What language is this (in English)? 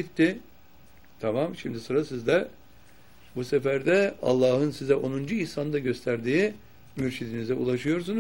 Turkish